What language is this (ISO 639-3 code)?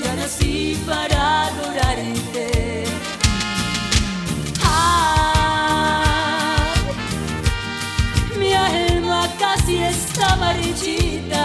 spa